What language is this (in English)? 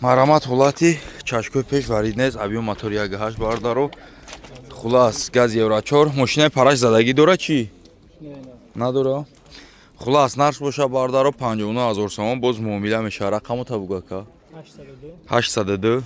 Tajik